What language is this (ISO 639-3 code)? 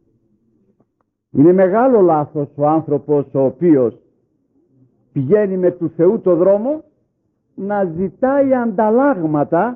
ell